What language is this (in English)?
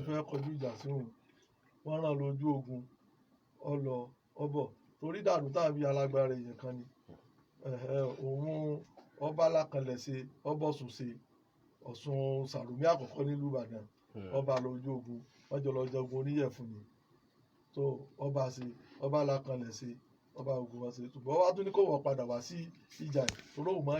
Yoruba